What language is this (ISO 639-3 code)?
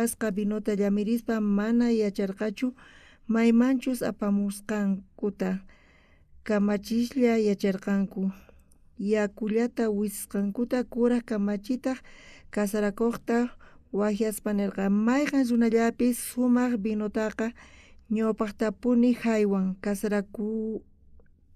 quh